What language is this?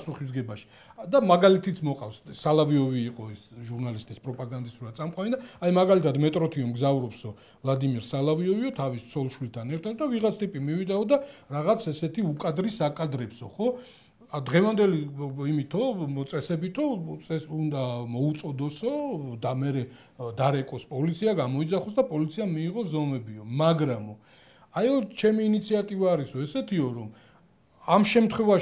Georgian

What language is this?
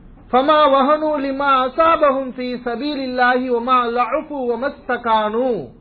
Tamil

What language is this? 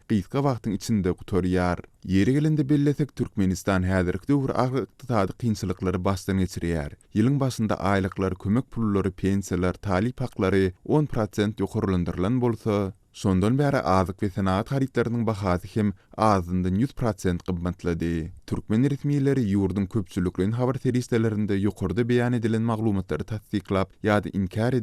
Turkmen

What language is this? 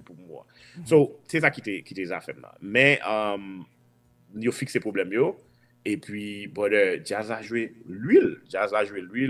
Haitian Creole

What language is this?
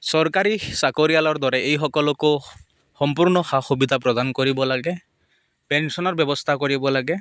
Assamese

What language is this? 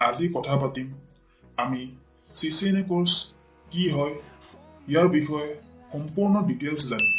Assamese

